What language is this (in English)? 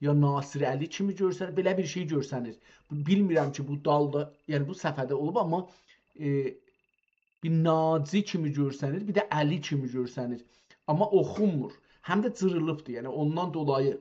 South Azerbaijani